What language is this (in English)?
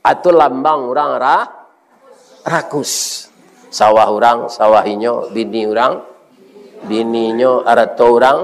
Minangkabau